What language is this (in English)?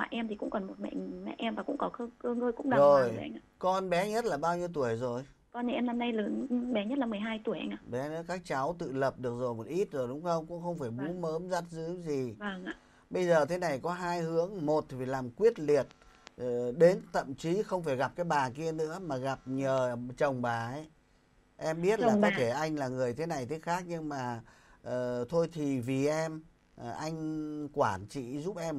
Vietnamese